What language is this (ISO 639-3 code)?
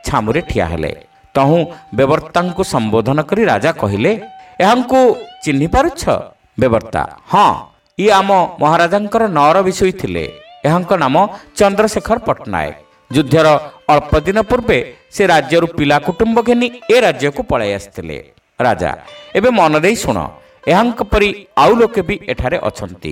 ori